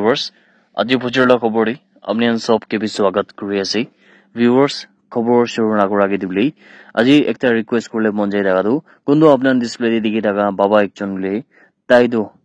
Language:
Naga Pidgin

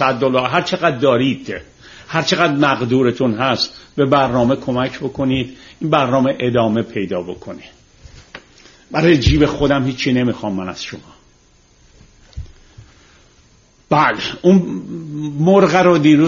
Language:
Persian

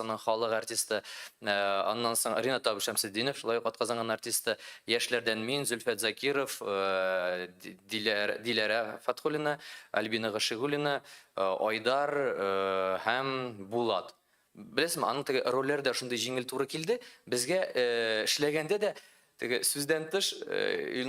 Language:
Tatar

